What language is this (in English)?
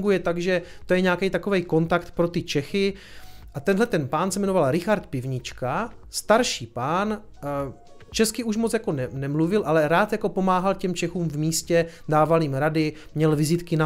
Czech